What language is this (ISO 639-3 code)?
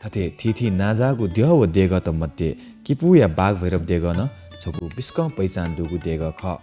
new